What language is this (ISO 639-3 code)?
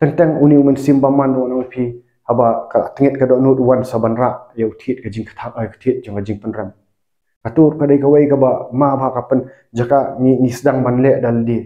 kha